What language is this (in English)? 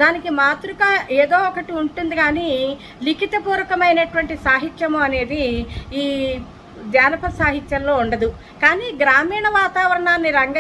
Telugu